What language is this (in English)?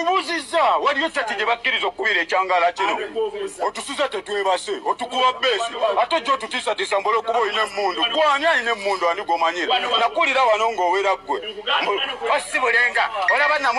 Ganda